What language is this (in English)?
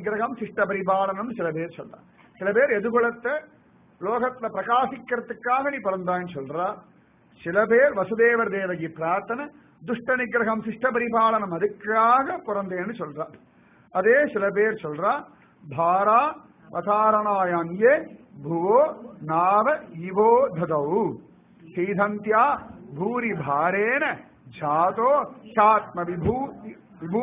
Tamil